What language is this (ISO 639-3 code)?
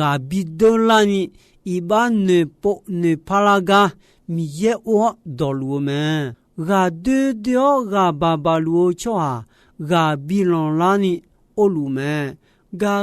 ahk